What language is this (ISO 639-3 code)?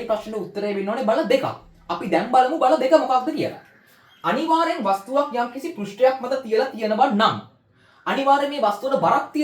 sin